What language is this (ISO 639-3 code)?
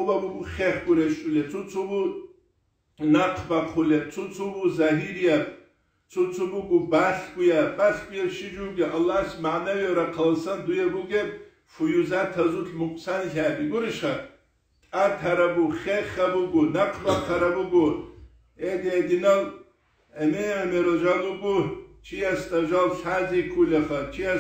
ava